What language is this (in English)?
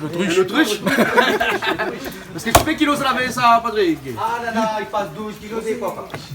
Réunion Creole French